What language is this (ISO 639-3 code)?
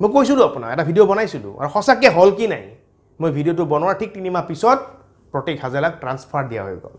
asm